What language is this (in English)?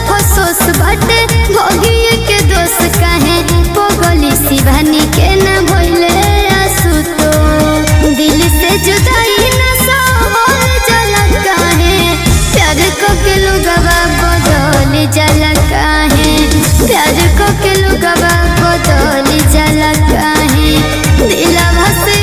Bhojpuri